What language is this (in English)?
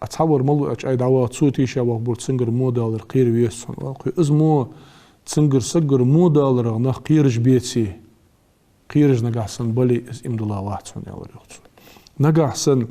Ingush